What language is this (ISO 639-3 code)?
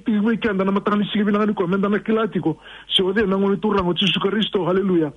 fij